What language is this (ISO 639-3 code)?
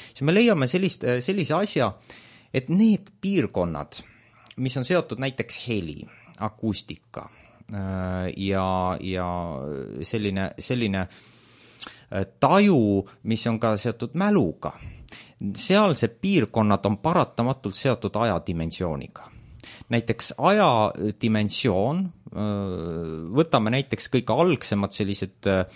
est